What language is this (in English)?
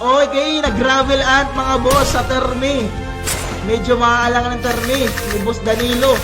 Waray